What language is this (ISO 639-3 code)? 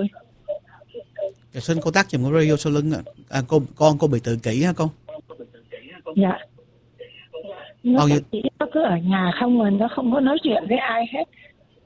vie